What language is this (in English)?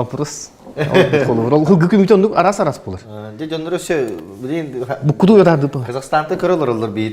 Yakut